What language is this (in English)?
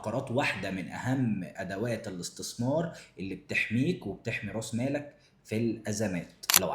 Egyptian Arabic